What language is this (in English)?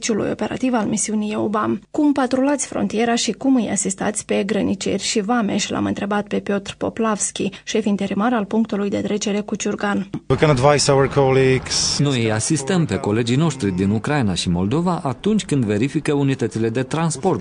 Romanian